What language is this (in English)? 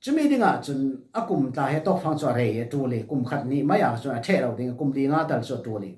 Falam Chin